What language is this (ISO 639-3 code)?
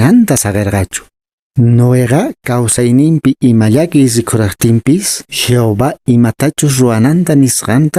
que